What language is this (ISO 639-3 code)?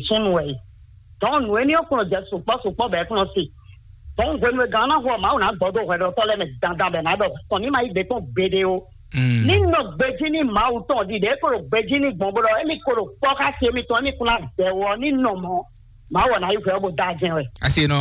fon